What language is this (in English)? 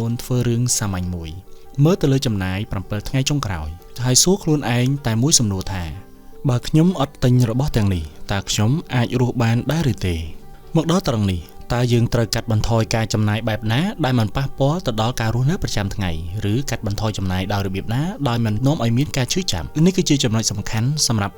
Khmer